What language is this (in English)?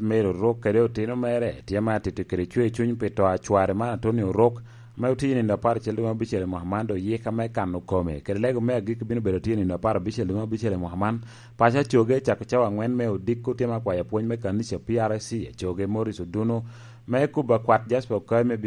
Lango (Uganda)